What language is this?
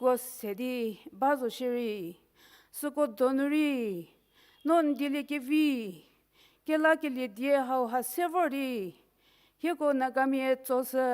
Angami Naga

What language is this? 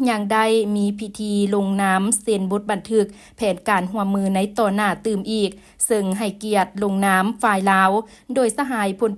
Lao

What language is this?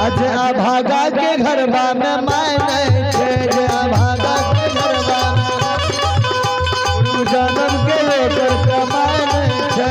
Maithili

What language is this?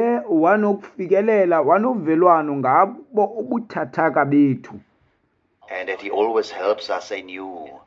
Xhosa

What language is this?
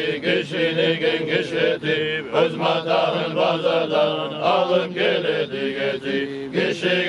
Kumyk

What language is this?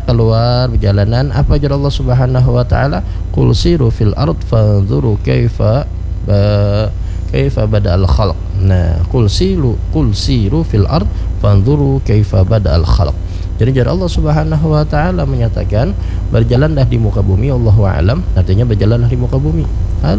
Banjar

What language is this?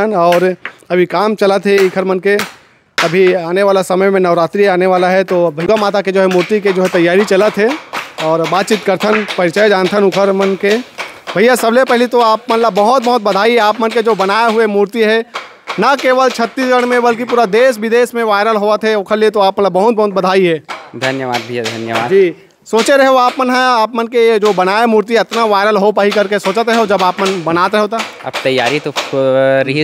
Chhattisgarhi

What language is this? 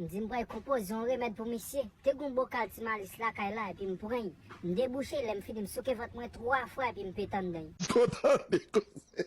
Haitian Creole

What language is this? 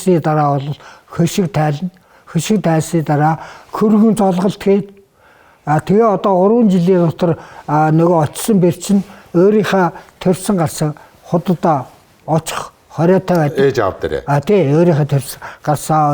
Mongolian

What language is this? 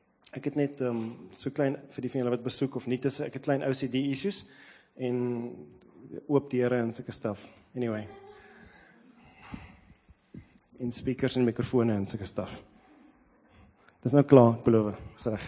Afrikaans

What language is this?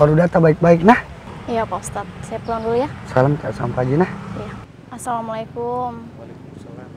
Makassar Malay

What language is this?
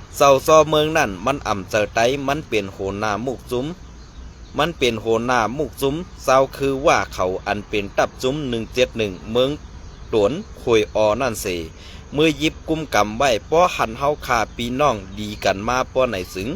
Shan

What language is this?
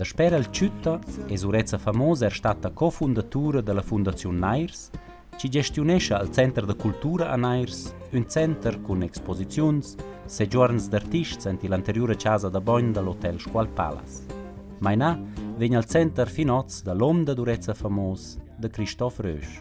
Romansh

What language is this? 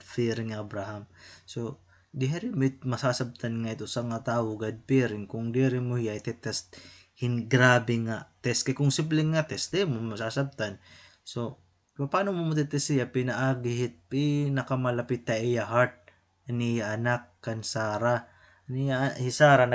Waray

